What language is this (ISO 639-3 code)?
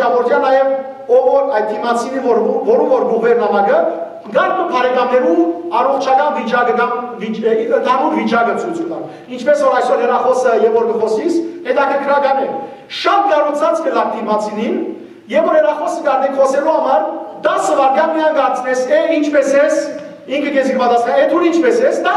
hyw